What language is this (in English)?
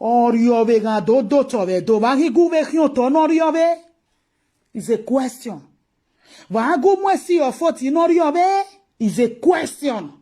Nigerian Pidgin